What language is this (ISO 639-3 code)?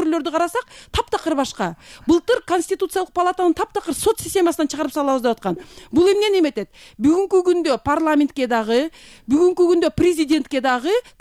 kir